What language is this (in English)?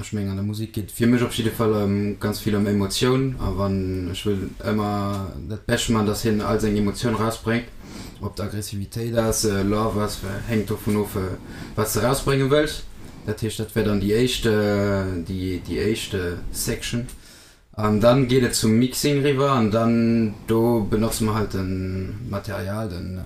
Luxembourgish